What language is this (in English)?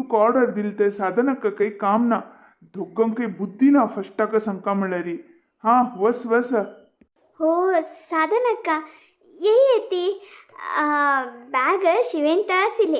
Konkani